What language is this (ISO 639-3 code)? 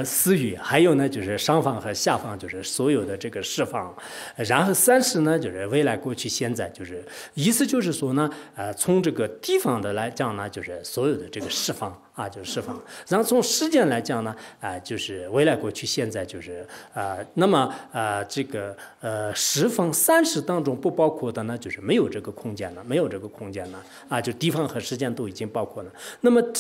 zho